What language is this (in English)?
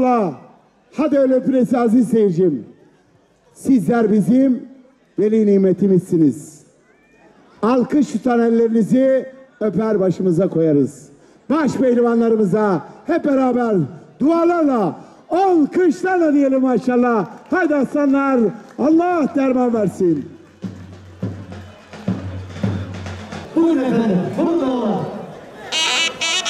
Turkish